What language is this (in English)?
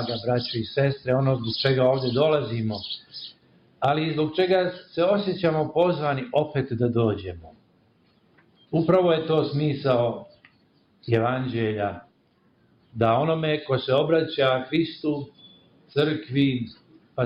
Serbian